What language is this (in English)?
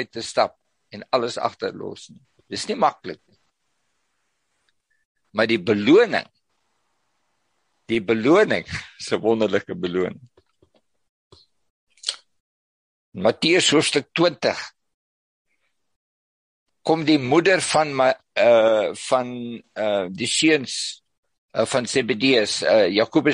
Afrikaans